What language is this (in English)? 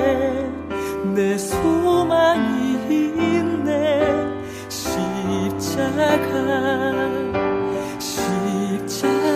Korean